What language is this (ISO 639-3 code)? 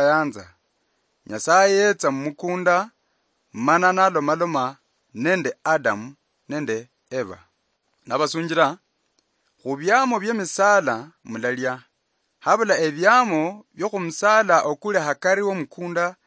luy